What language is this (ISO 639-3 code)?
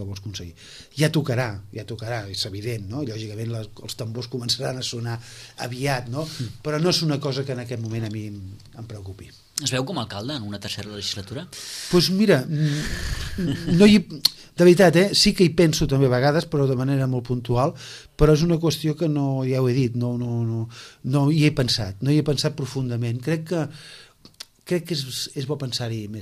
cat